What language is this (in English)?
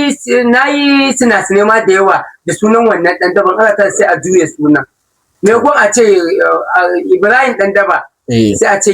Hausa